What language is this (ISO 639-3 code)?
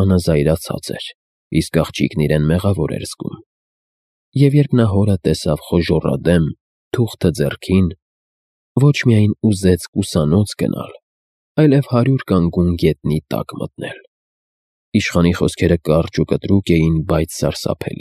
hye